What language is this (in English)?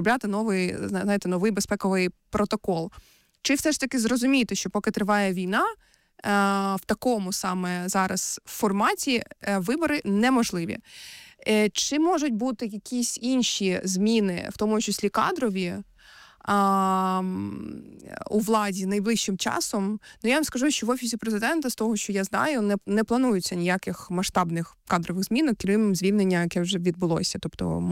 Ukrainian